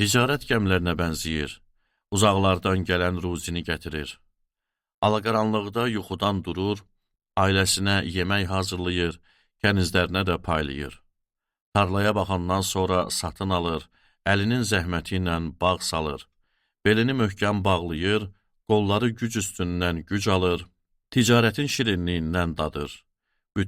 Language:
Azerbaijani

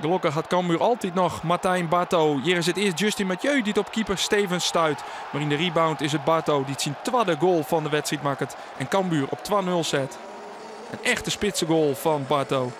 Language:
Western Frisian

